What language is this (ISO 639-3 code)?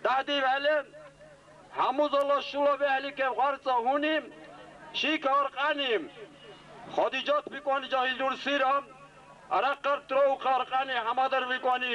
dar